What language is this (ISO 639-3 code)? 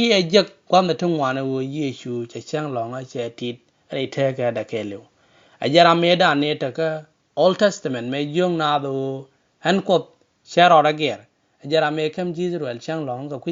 nus